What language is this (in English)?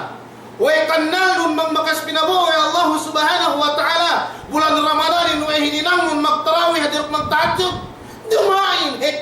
Yakan